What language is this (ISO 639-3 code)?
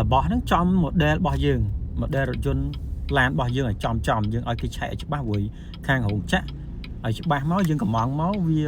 khm